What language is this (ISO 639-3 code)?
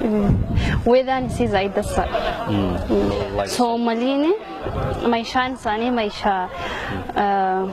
som